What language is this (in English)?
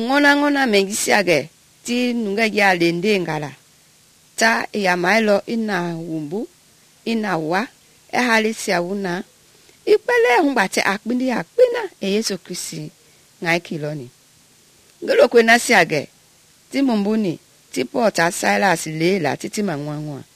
Mende